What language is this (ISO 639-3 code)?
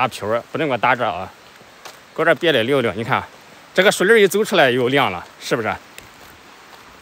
zho